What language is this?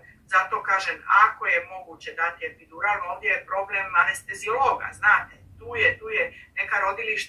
Croatian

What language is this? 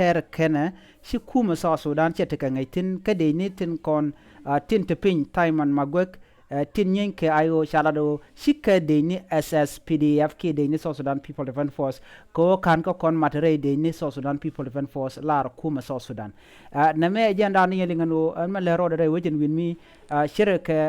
Nuer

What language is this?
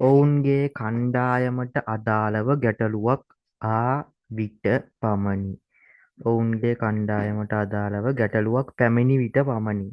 Sinhala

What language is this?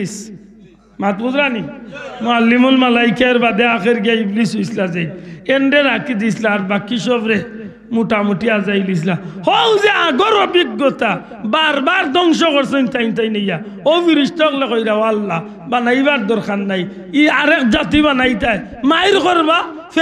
Sylheti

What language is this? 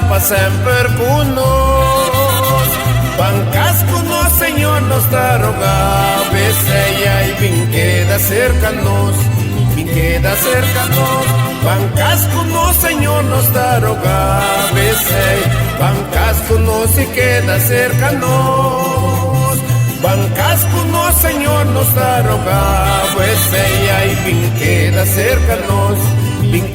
Papiamento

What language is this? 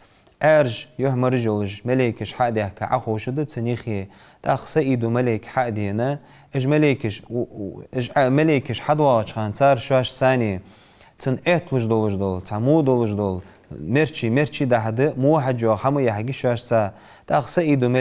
Ingush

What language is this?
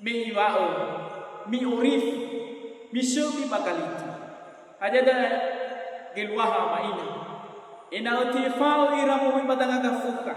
Nias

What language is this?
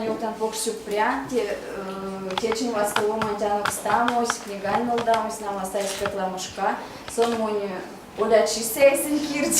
Erzya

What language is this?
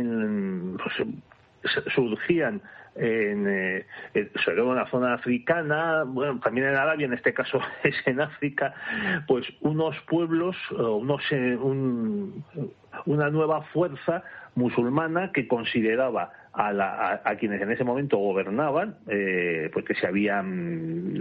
Spanish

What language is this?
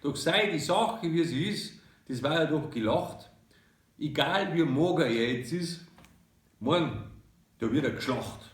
Bavarian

